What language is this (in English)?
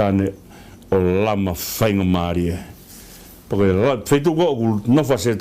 Tongan